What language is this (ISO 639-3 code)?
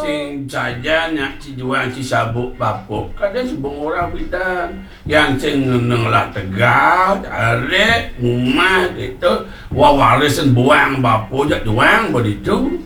ban